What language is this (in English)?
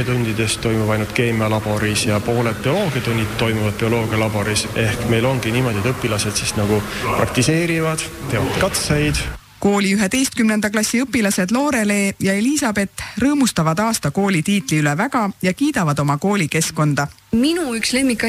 Estonian